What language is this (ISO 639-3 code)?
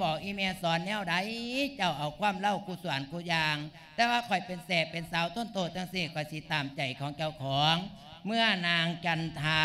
lao